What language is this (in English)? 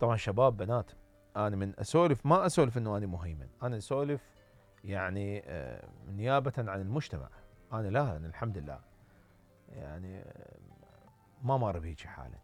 Mesopotamian Arabic